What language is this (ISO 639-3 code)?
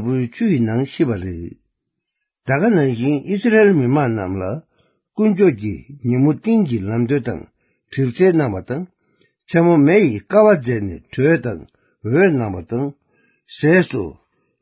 bod